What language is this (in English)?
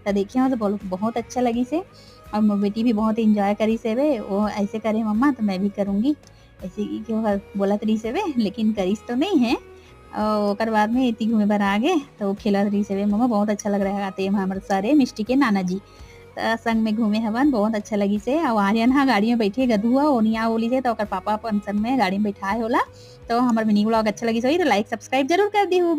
Chhattisgarhi